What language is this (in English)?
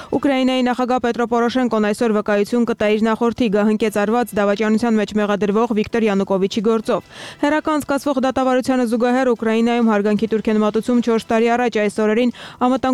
Armenian